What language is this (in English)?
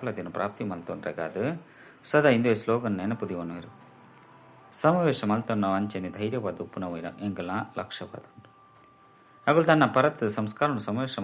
Tulu